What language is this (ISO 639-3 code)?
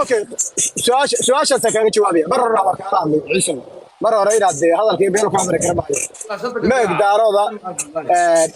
som